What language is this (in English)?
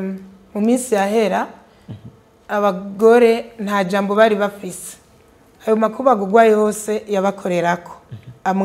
Rundi